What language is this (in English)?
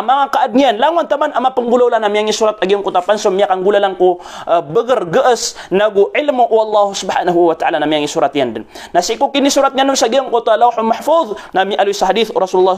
Maranao